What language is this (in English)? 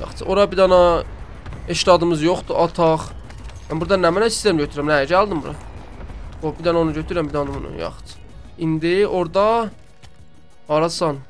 South Azerbaijani